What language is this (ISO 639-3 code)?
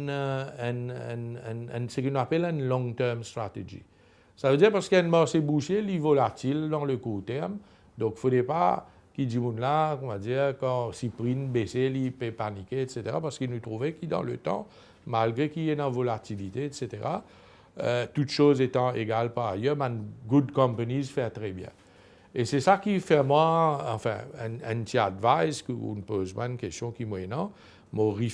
mfe